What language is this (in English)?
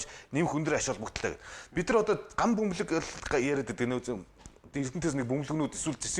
Mongolian